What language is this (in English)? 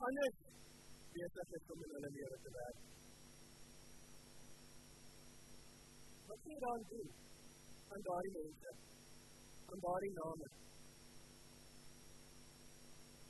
Afrikaans